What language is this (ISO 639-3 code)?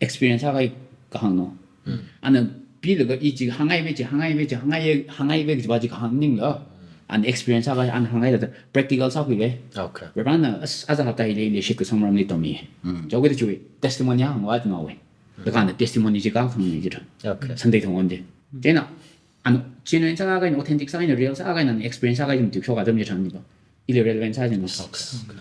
nmf